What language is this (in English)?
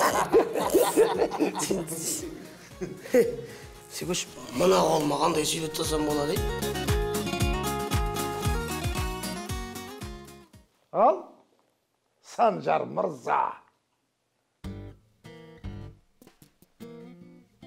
Kazakh